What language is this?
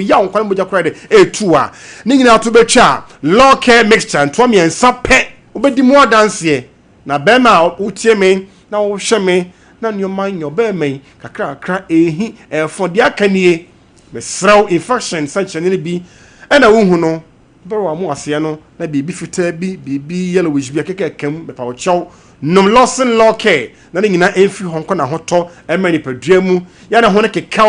Akan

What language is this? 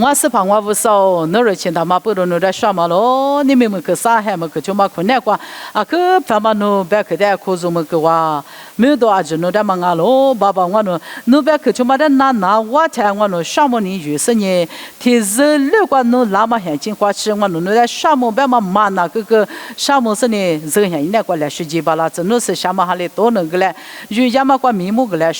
Lisu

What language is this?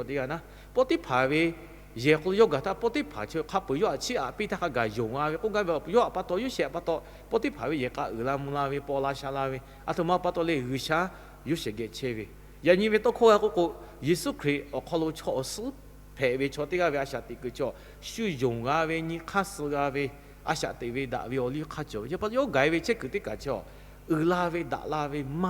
Lahu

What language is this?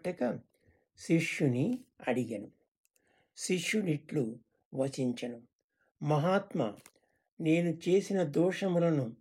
Telugu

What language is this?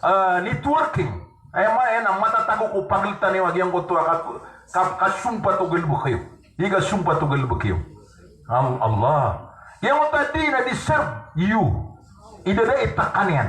Maranao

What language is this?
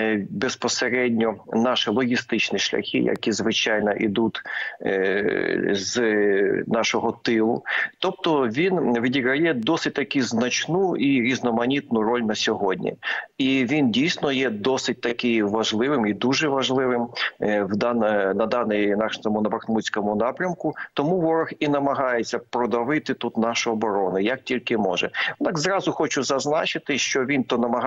Ukrainian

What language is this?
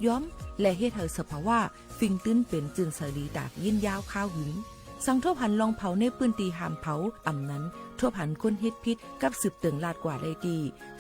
Shan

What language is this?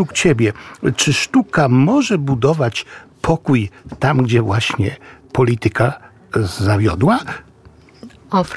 Polish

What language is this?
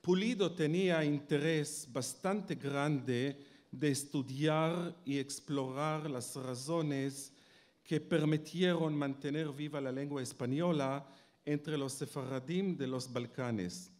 Ladino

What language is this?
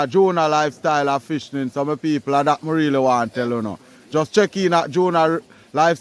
Jamaican Creole English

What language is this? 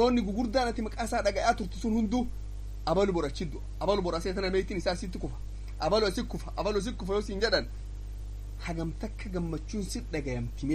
Oromo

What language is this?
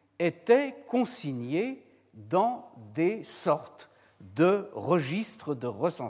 French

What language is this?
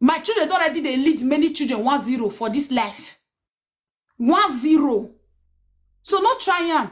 Nigerian Pidgin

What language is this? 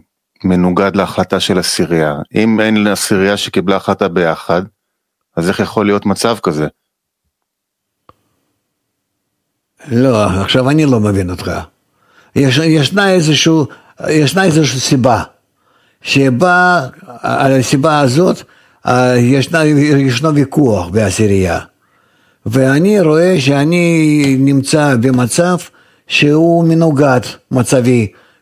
Hebrew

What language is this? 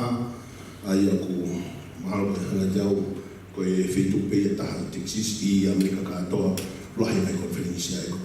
Tongan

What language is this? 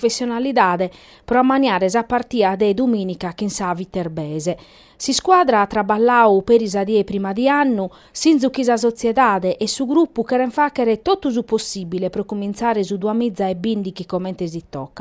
Sardinian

